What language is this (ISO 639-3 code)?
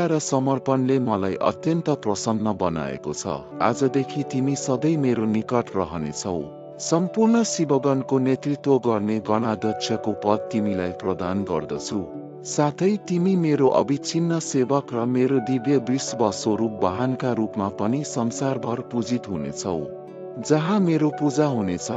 nep